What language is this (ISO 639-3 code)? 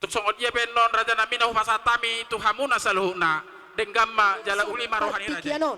bbc